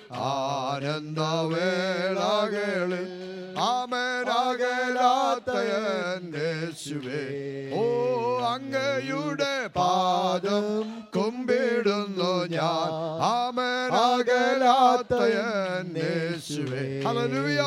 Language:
Malayalam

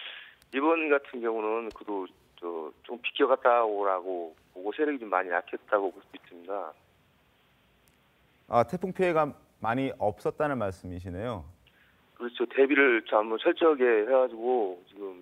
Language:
Korean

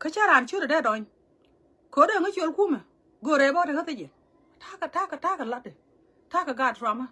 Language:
Nuer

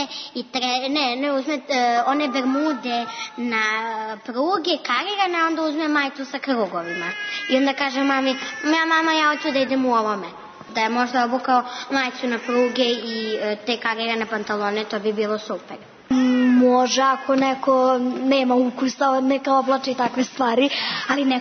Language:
Serbian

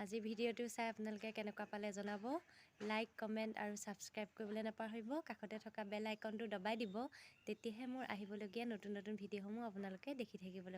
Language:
Assamese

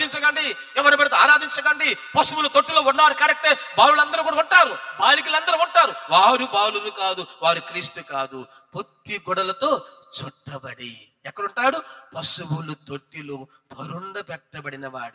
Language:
Telugu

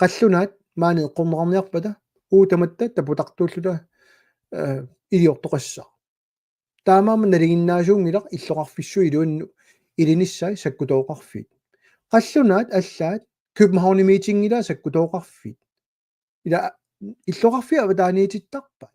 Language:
Kalaallisut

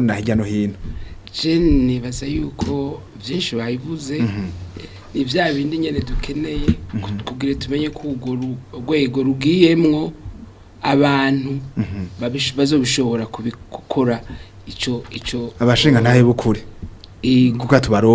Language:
Rundi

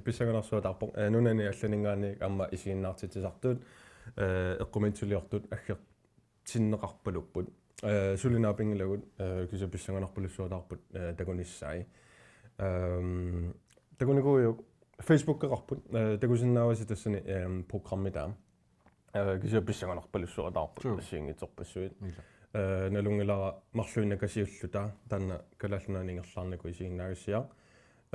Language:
Kalaallisut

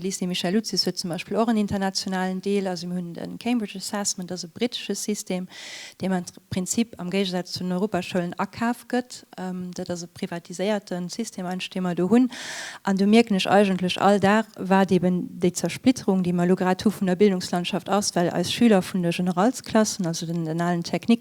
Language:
Luxembourgish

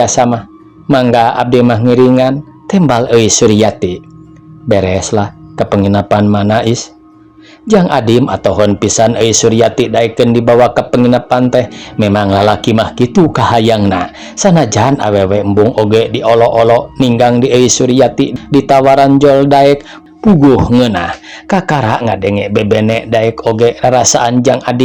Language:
Sundanese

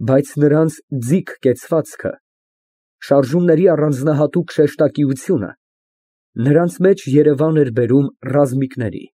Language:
Armenian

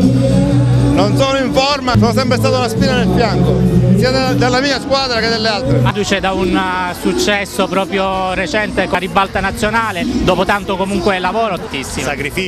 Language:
Italian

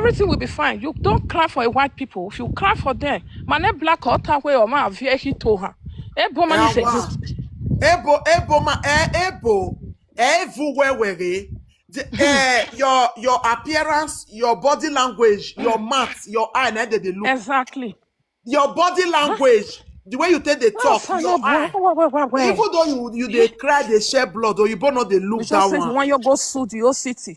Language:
Nigerian Pidgin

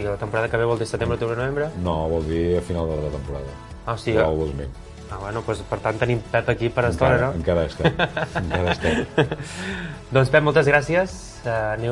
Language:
Catalan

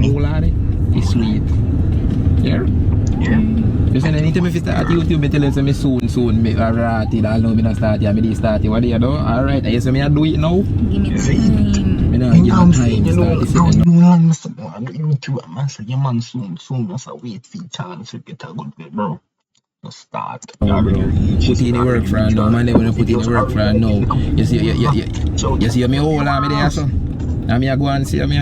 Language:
Jamaican Creole English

